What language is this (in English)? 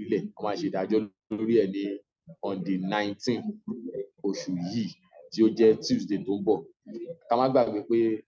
Yoruba